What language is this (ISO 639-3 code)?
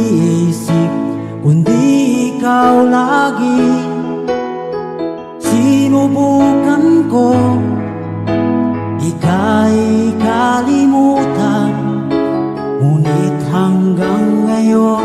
fil